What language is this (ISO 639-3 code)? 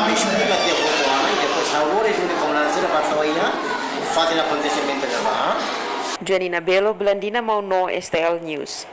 tet